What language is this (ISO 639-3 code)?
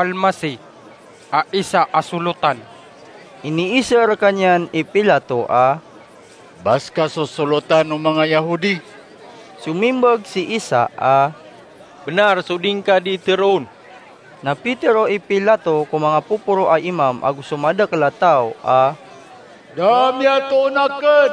mrw